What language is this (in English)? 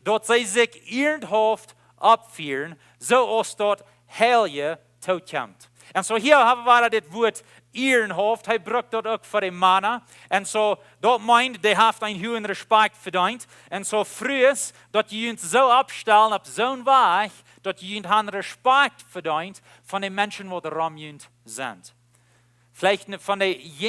Plautdietsch